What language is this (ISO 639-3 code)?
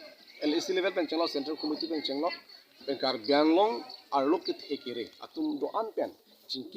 mjw